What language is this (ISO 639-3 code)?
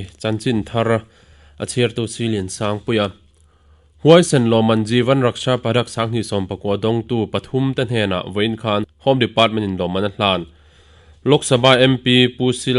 lus